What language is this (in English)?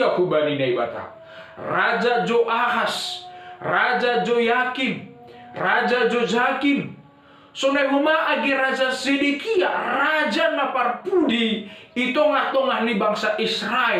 Batak Simalungun